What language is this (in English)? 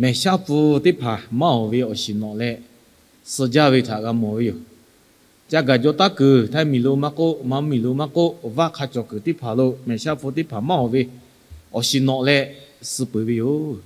Lahu